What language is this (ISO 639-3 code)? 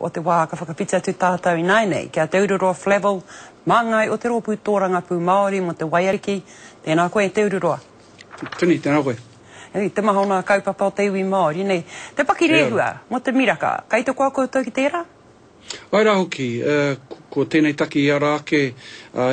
mri